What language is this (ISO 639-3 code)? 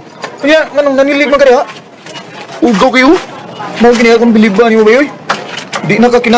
ceb